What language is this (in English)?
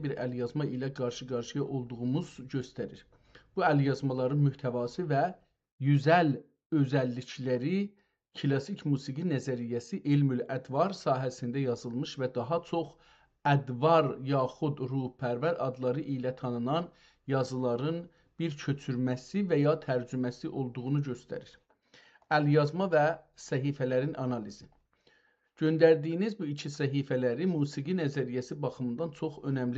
South Azerbaijani